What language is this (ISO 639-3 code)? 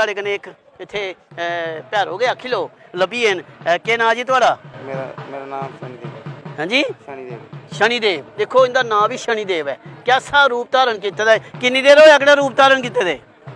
doi